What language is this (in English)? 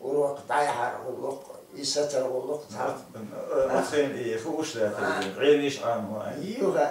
Chechen